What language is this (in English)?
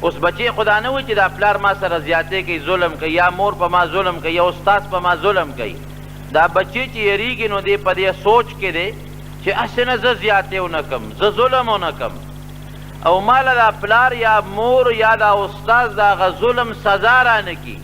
Pashto